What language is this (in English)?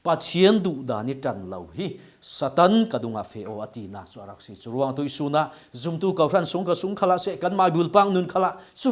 Falam Chin